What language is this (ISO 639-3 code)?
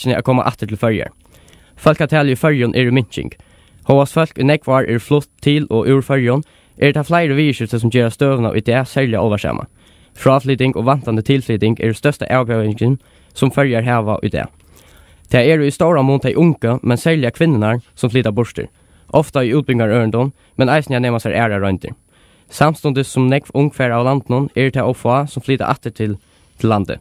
fao